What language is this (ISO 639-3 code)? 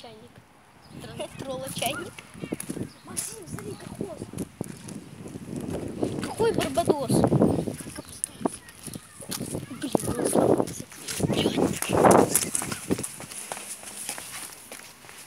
rus